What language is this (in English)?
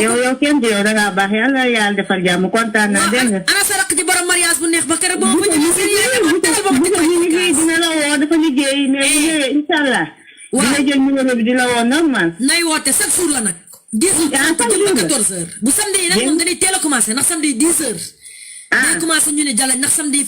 Wolof